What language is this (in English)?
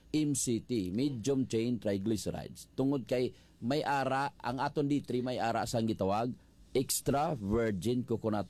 Hiligaynon